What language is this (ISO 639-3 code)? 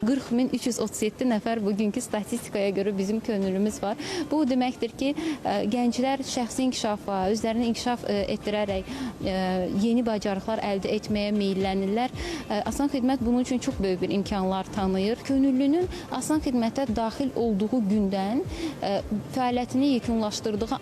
aze